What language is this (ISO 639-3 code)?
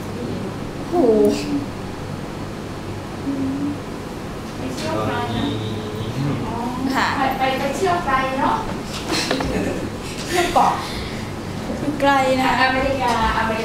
tha